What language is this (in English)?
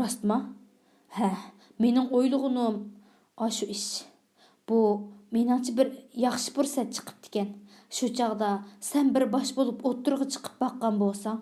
Uyghur